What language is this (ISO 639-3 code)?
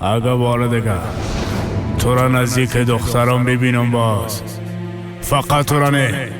fas